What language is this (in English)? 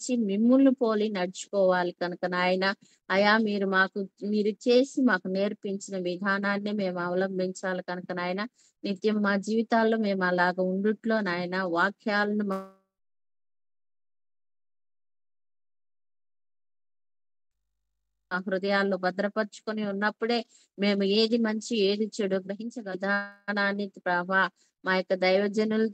Telugu